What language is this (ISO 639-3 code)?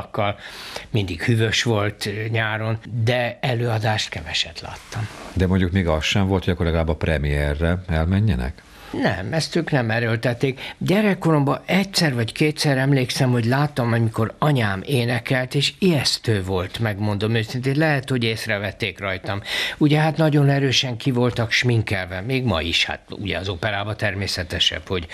hun